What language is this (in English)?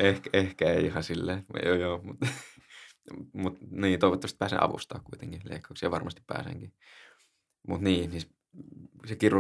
Finnish